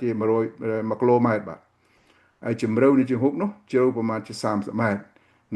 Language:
Khmer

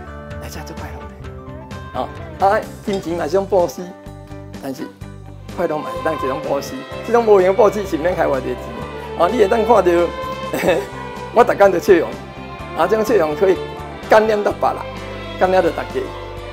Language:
Min Nan Chinese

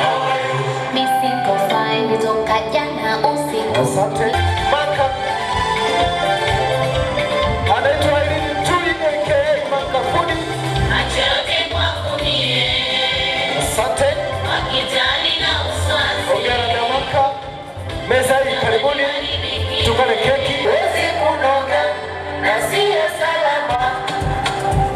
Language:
Swahili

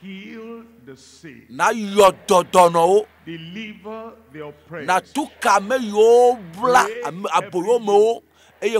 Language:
Ewe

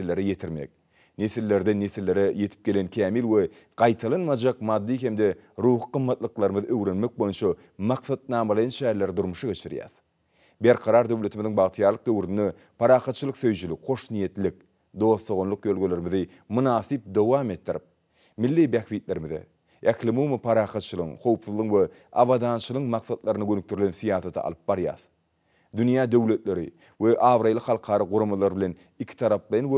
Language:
Turkmen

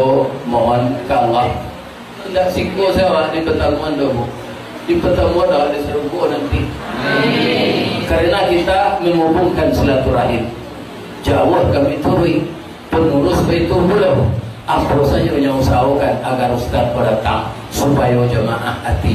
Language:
Minangkabau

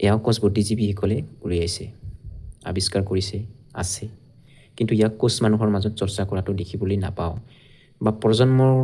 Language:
Assamese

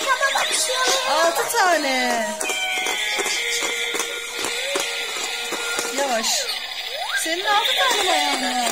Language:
Turkish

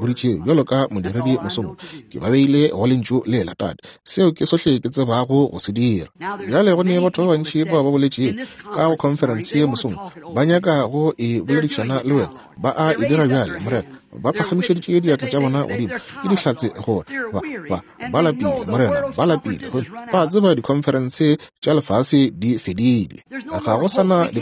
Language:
Northern Sotho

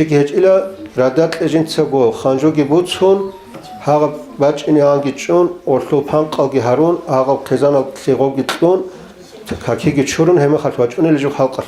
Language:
Avaric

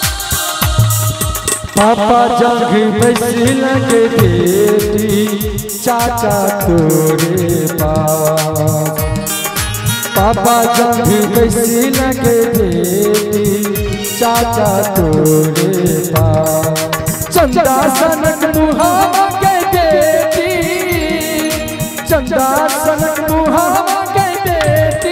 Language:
Bhojpuri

